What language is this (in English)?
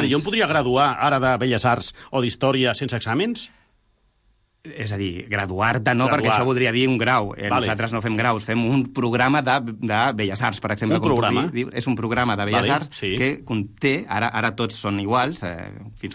Catalan